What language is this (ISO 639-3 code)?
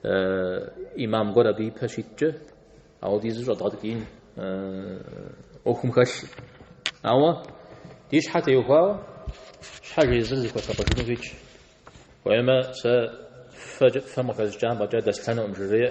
kbd